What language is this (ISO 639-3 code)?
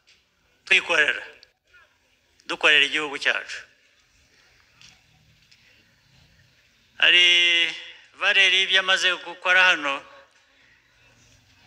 kin